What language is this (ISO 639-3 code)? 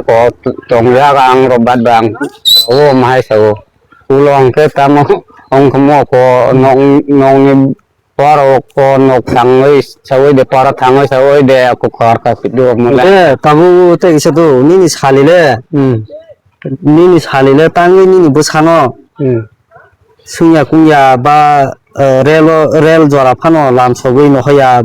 trp